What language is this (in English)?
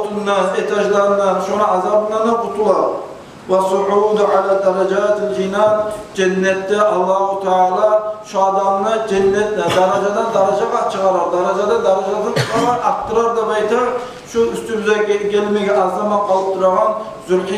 Kumyk